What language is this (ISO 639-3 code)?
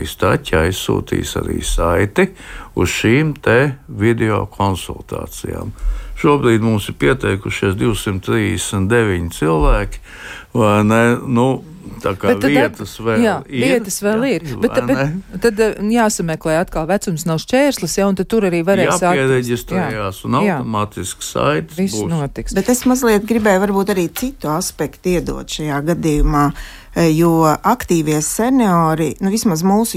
lav